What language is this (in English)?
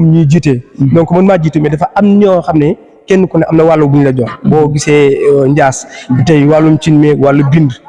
Wolof